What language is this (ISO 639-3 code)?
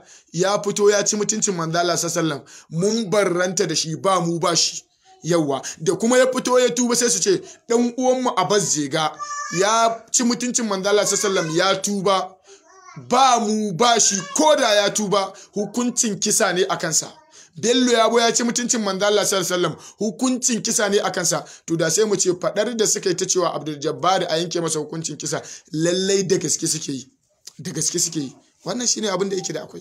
hau